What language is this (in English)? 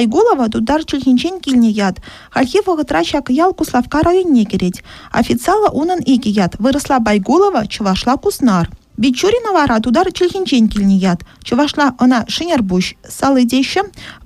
Chuvash